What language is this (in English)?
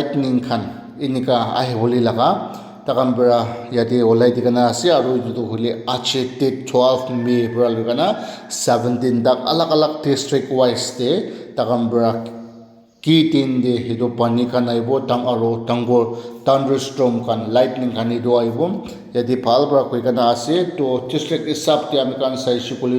Naga Pidgin